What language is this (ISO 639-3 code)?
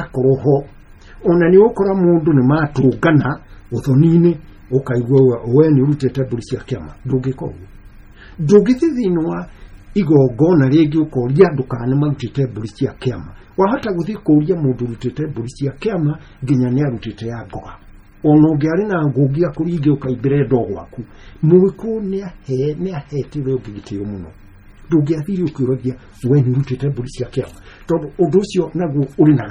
kik